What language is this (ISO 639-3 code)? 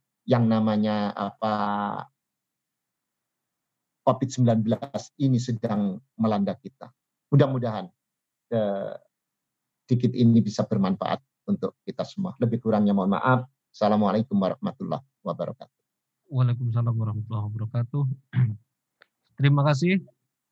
ind